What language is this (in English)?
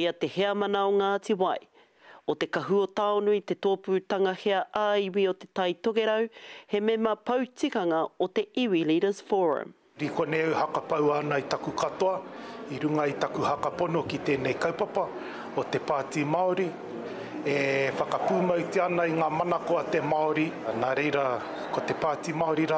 Māori